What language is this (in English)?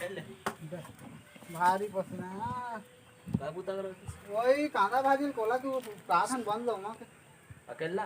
Chhattisgarhi